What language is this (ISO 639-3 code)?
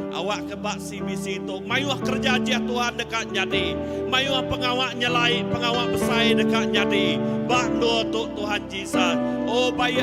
iba